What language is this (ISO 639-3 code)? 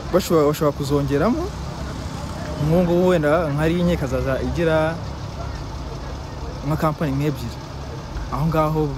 kin